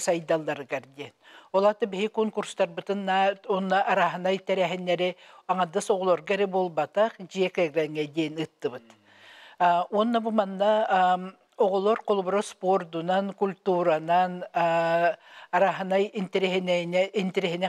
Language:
Yakut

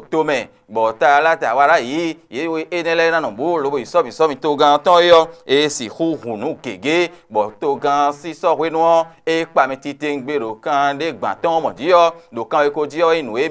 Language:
Fon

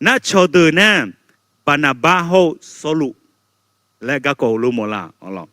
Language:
Akha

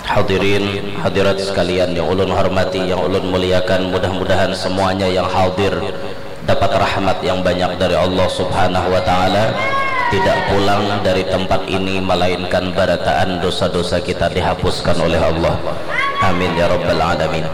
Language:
Banjar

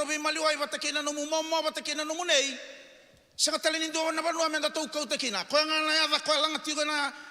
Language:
Fijian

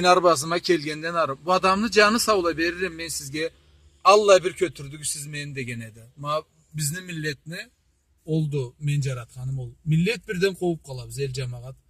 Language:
Karachay-Balkar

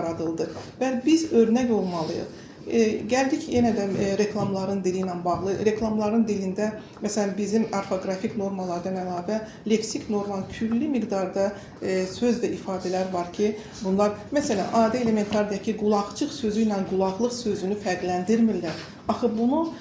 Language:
Azerbaijani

